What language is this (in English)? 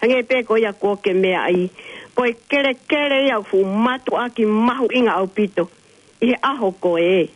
Tongan